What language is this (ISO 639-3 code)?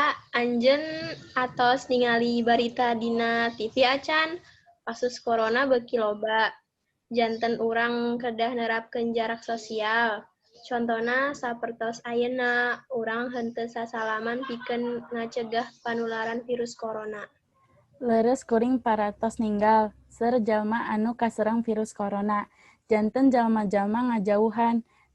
sun